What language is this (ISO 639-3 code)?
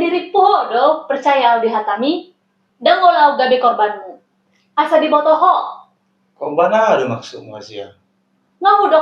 bbc